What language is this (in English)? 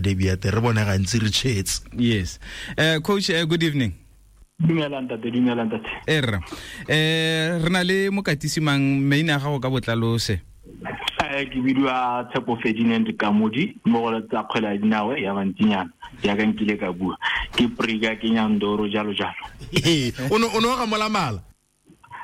Tswana